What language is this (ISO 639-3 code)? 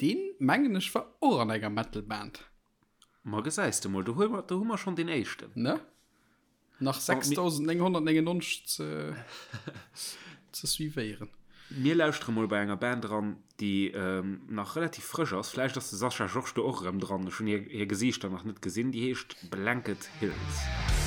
ltz